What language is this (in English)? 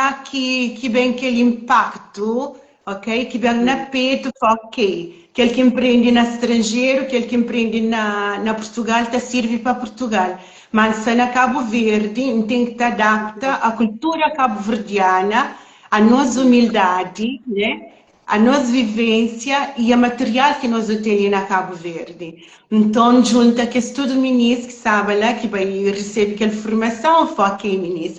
Kabuverdianu